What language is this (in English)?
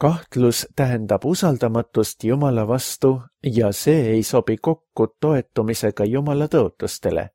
Estonian